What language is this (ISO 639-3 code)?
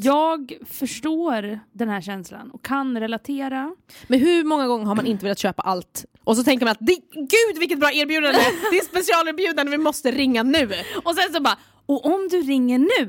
swe